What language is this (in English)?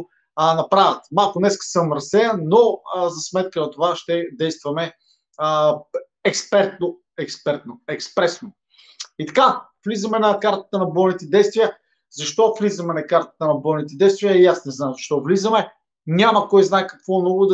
Bulgarian